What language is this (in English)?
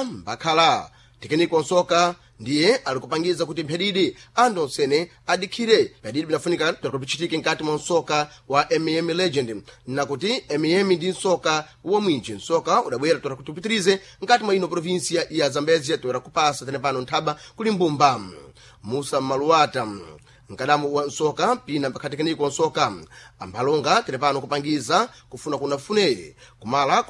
Sena